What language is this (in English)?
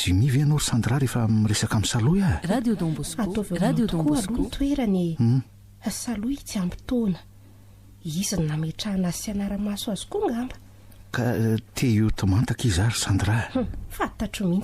Malagasy